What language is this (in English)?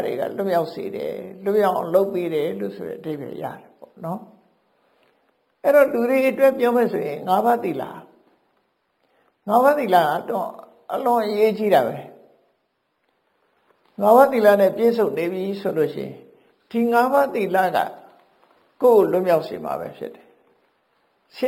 Burmese